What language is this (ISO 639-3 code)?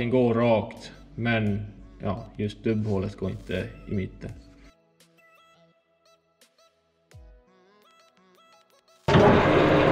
swe